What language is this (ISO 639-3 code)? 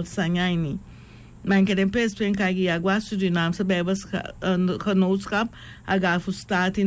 srn